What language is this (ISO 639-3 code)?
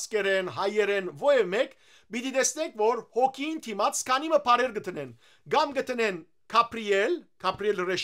hyw